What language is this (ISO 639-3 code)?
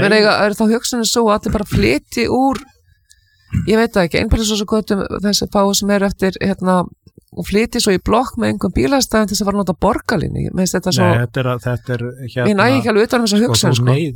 isl